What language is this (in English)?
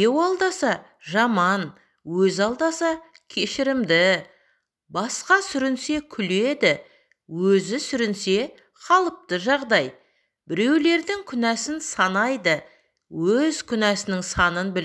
Kazakh